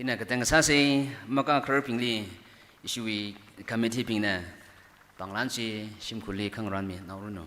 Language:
Tangkhul Naga (India)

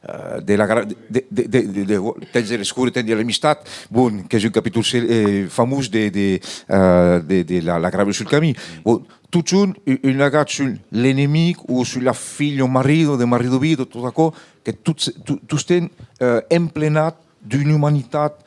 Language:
Occitan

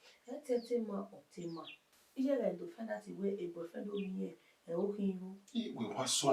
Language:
Bini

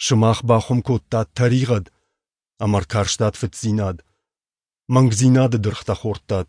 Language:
Ossetic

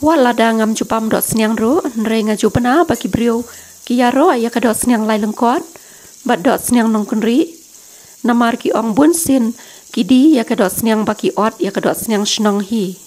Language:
Khasi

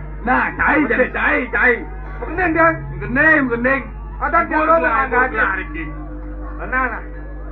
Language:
Balinese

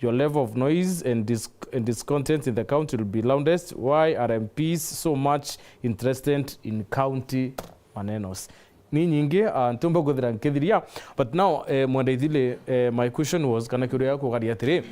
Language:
Meru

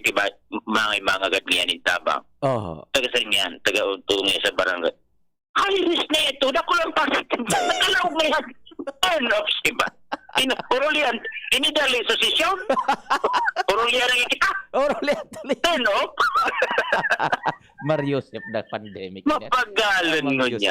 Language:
Bikol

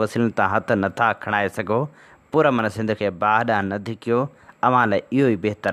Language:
Sindhi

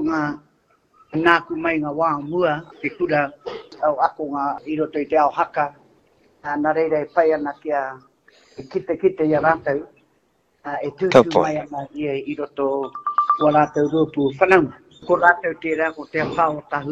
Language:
Māori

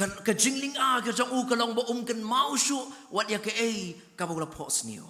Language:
Khasi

